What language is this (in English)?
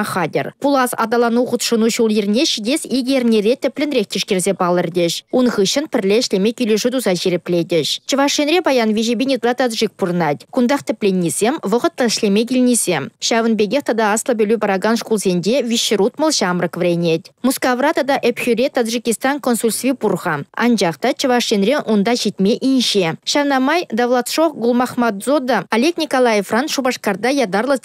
Chuvash